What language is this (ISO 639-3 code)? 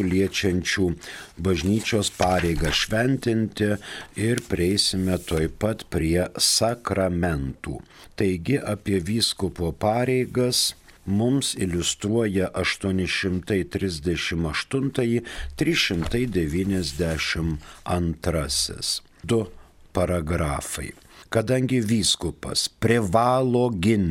lit